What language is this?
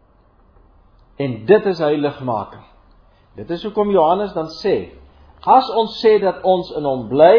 Afrikaans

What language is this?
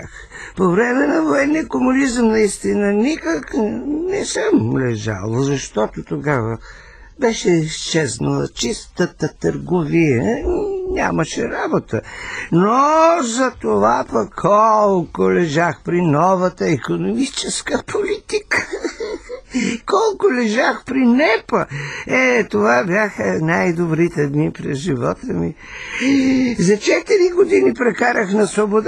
Bulgarian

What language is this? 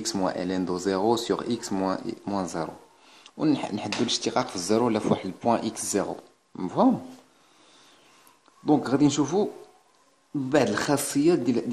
Moroccan Arabic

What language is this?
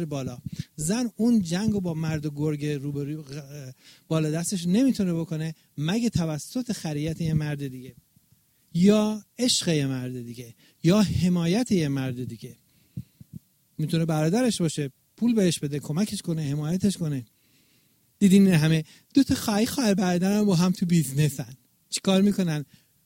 Persian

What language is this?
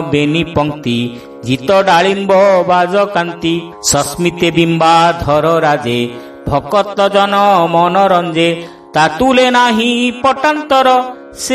Odia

